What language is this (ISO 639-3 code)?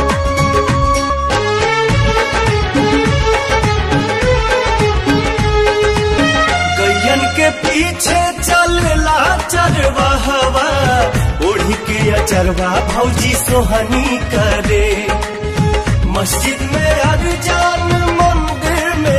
bho